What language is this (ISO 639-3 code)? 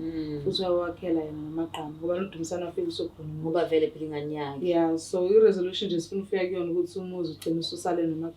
zul